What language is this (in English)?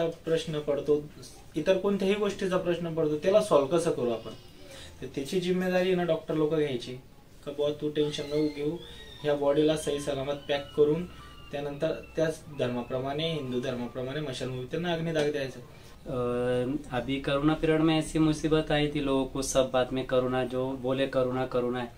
Marathi